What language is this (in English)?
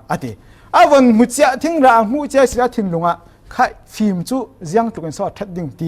Falam Chin